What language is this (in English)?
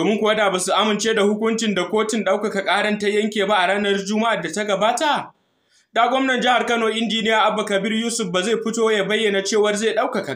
Hausa